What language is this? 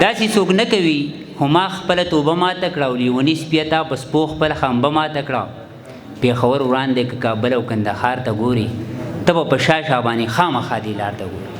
Pashto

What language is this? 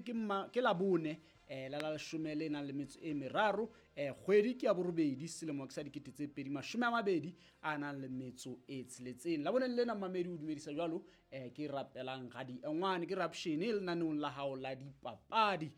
Southern Sotho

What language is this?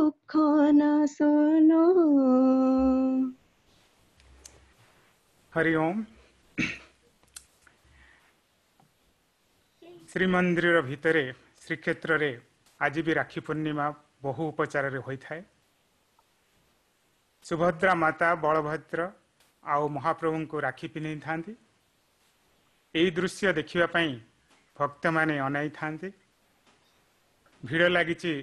Odia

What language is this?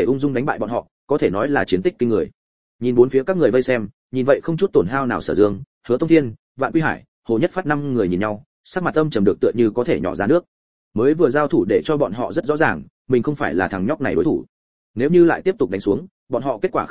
Vietnamese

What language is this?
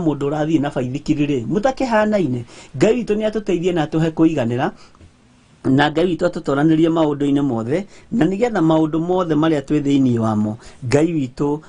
Kikuyu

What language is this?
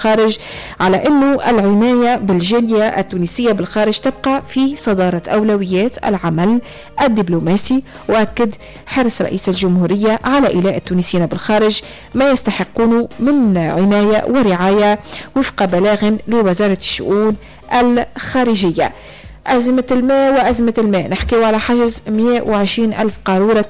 Tunisian Arabic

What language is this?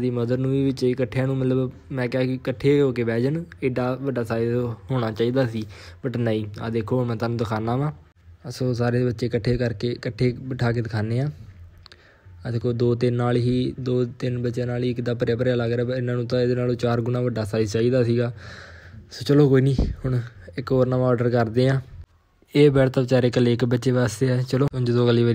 Punjabi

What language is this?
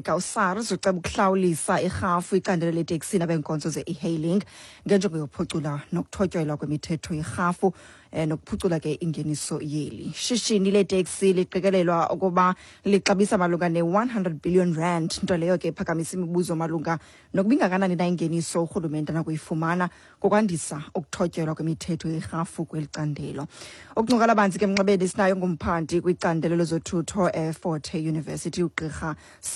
Xhosa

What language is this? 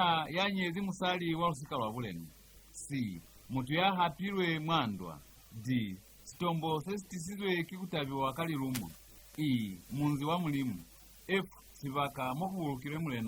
Lozi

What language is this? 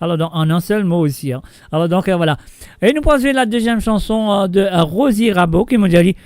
Morisyen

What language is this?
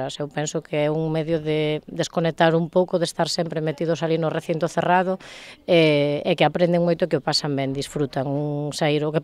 Galician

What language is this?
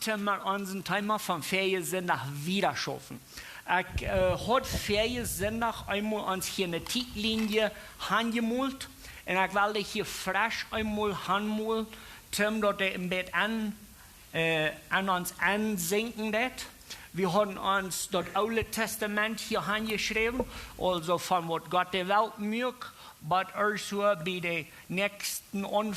Plautdietsch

